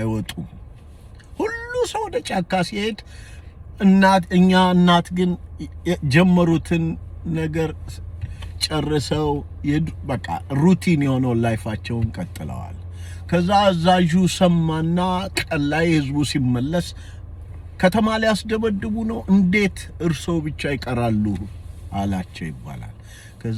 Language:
Amharic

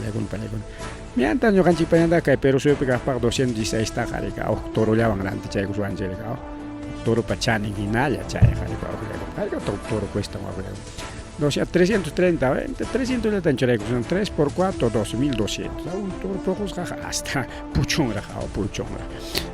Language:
Ayacucho Quechua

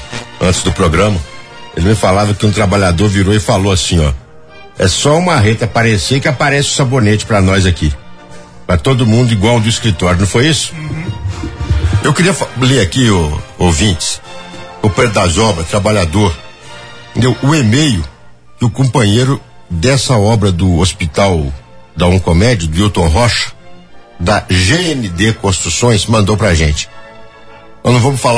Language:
Portuguese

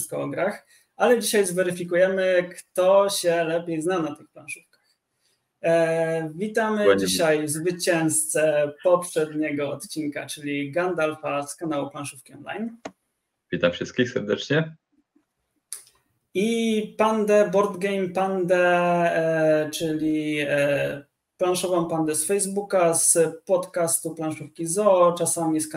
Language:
Polish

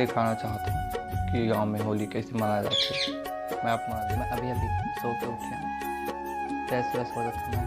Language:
Chhattisgarhi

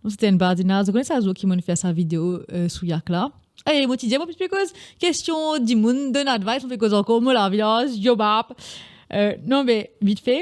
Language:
Morisyen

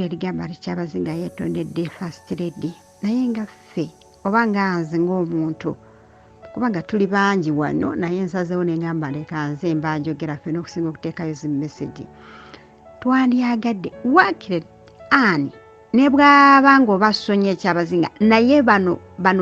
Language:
Ganda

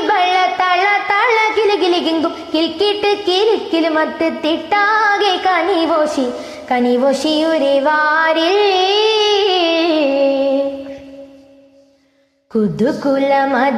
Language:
Malayalam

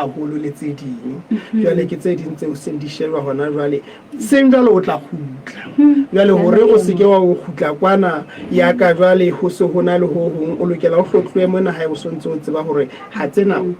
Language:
Southern Sotho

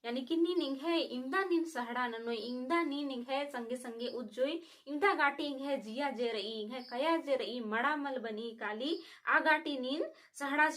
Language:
Kurukh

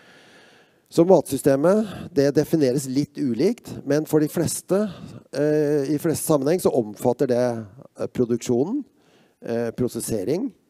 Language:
Norwegian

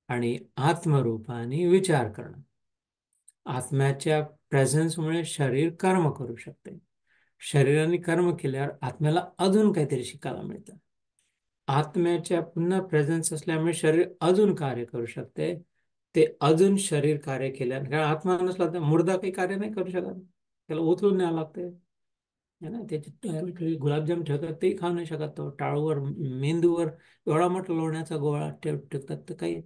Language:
Marathi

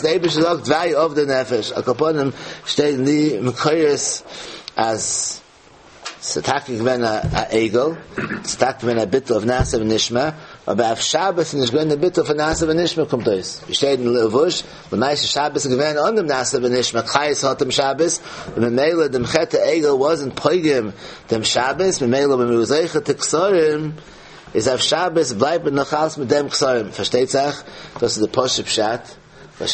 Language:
Yiddish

